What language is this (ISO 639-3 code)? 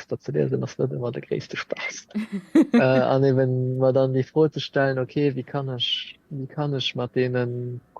ltz